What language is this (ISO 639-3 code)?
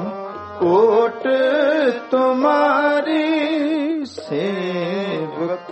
pan